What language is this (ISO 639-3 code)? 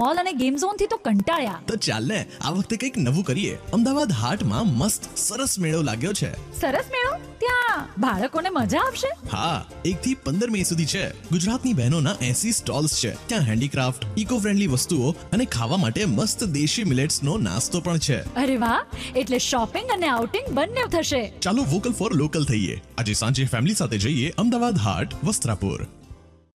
guj